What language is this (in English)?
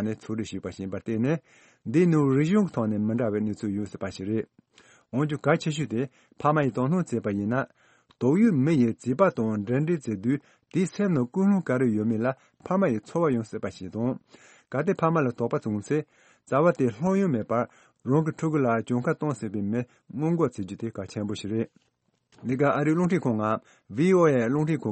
Tibetan